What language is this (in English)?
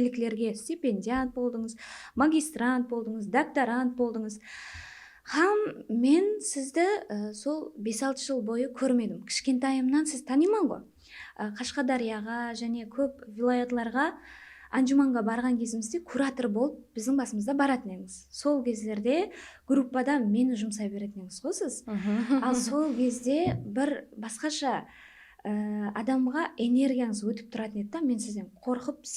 Kara-Kalpak